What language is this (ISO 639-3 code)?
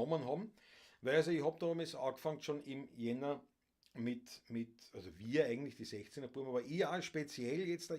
bar